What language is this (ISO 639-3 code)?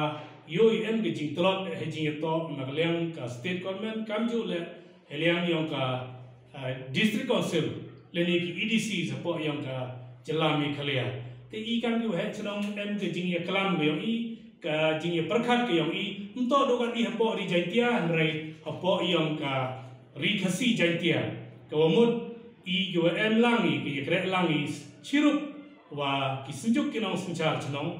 pbv